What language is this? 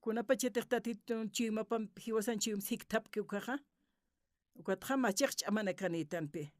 Aymara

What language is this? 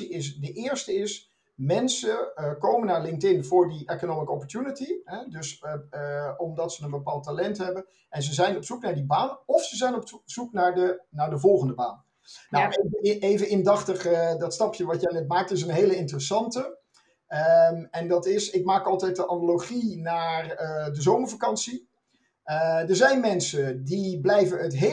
Dutch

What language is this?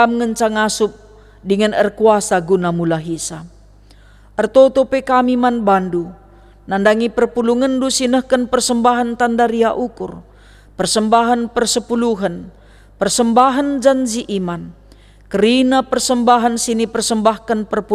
Batak Karo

